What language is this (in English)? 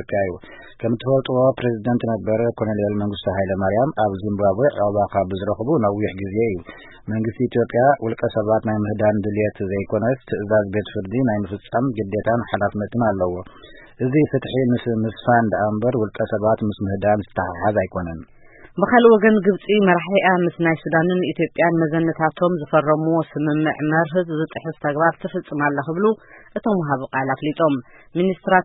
Tigrinya